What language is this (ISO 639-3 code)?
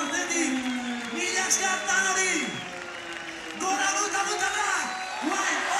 eus